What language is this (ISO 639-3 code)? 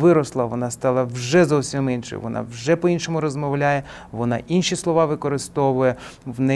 ukr